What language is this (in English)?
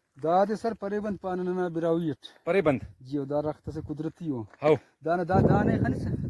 Brahui